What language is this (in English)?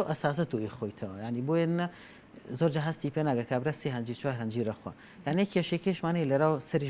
Central Kurdish